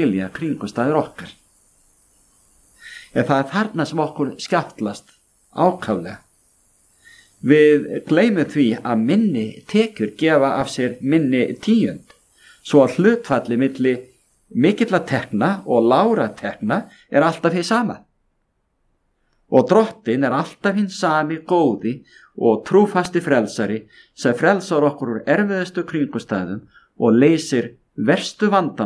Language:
Icelandic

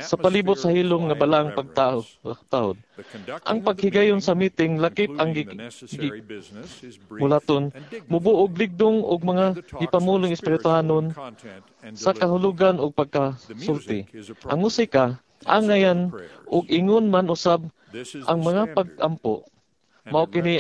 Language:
Cebuano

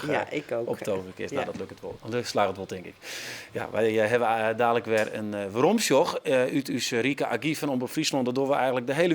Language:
Western Frisian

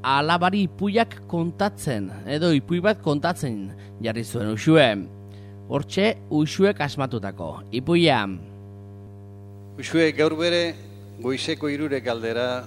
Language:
Basque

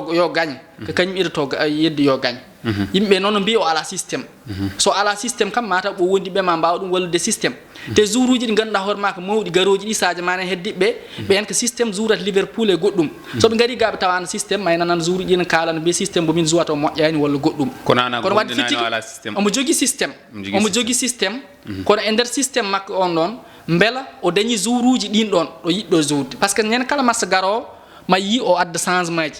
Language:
Fula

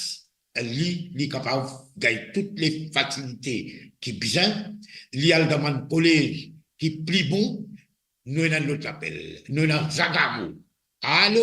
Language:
Morisyen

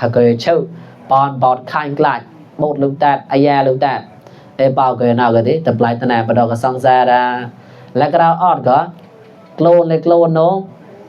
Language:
Mon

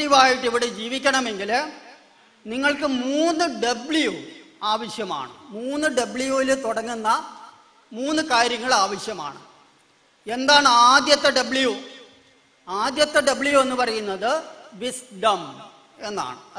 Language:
Malayalam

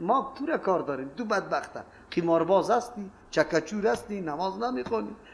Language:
Persian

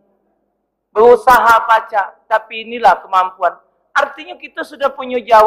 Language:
Musi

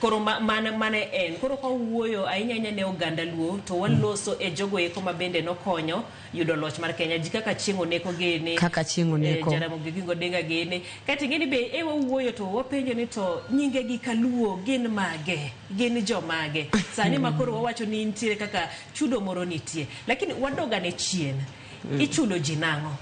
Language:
Luo (Kenya and Tanzania)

